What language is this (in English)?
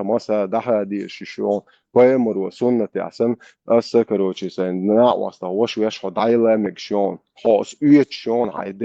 Chechen